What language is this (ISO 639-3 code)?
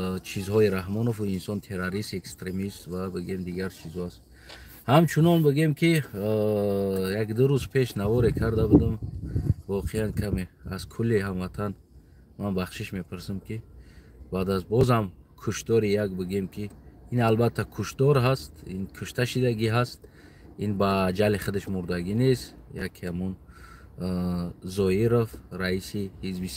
tgk